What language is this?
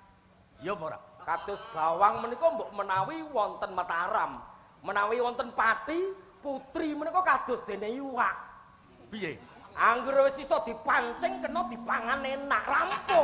Javanese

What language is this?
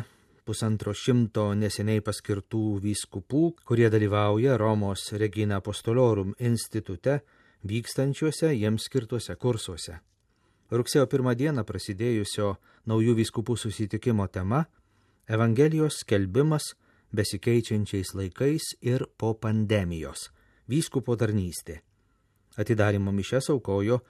Lithuanian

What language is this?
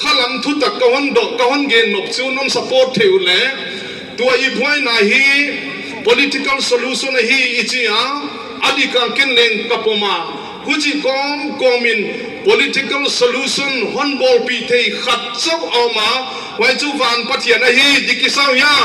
Paite Chin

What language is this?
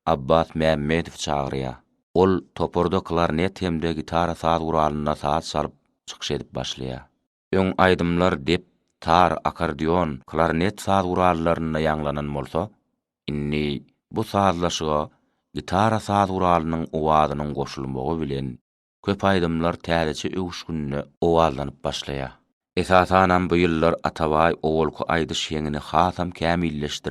Turkmen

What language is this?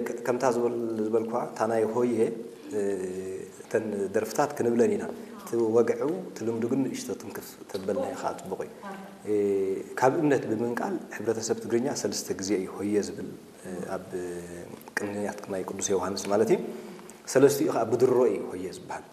Tigrinya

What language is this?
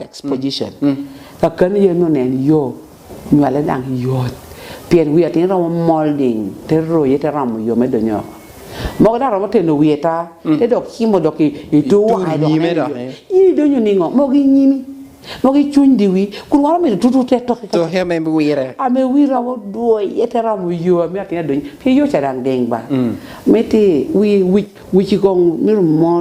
Lango (Uganda)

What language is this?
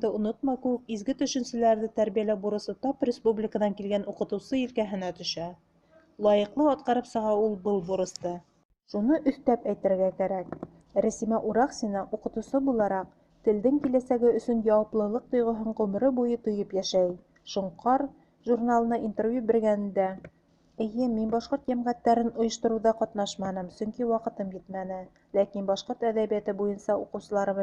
Bashkir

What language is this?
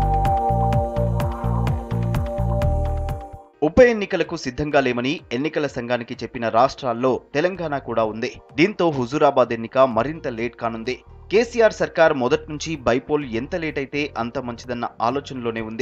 Telugu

